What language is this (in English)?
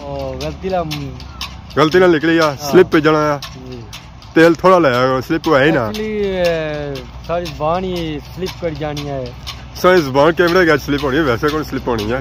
Pahari-Potwari